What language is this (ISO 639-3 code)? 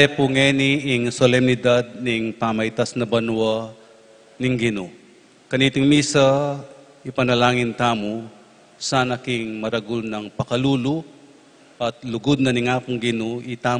pam